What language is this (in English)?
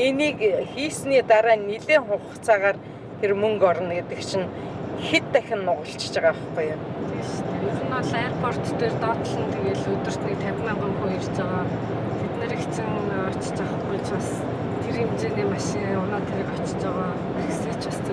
Mongolian